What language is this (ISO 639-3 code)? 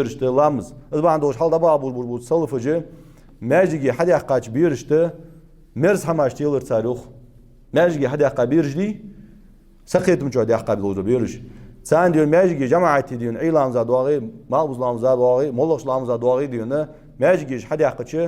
inh